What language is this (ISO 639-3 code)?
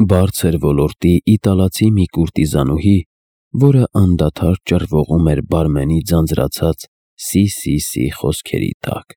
hye